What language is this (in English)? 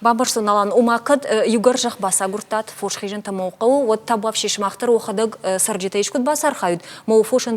Ossetic